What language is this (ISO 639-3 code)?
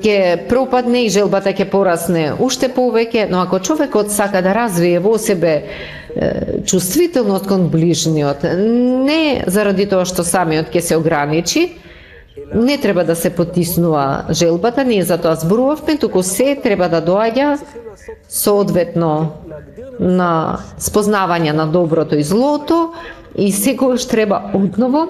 mkd